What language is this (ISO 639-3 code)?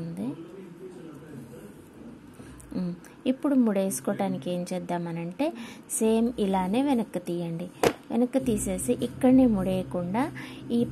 tel